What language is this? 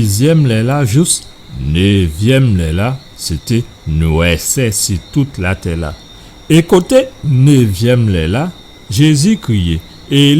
Guadeloupean Creole French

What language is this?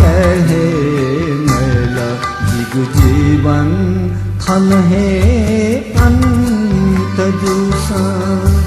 Newari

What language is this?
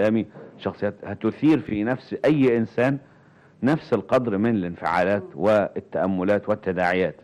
Egyptian Arabic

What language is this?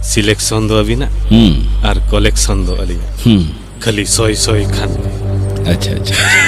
Santali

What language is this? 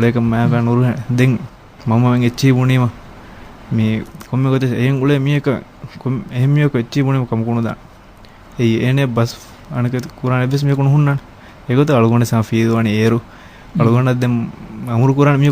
Divehi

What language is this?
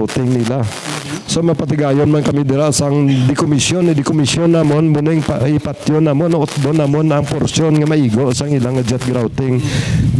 Hiligaynon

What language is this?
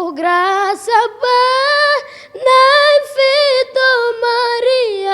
Tetum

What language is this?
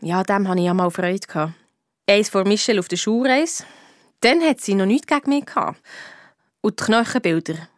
Swiss German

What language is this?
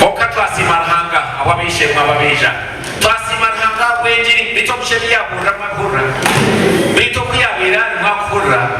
Nyankole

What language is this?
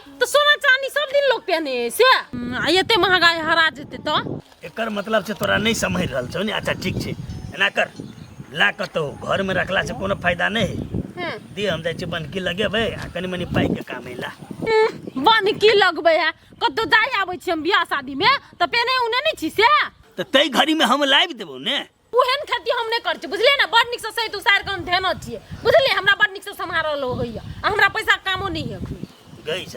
Maithili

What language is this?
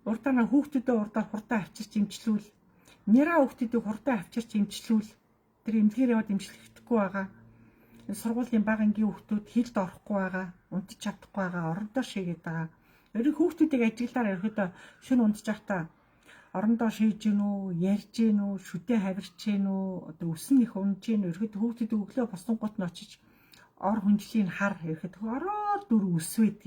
Mongolian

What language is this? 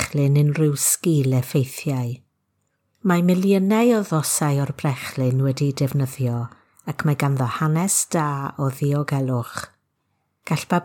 Welsh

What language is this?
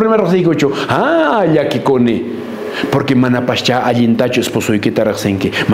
Quechua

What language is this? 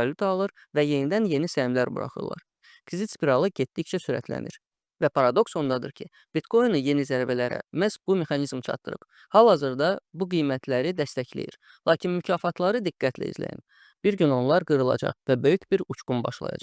Azerbaijani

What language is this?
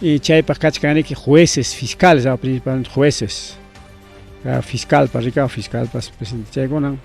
Ayacucho Quechua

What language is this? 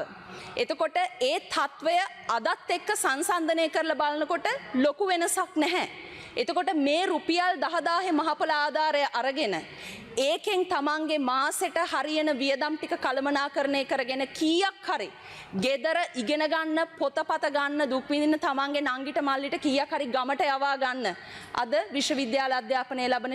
Sinhala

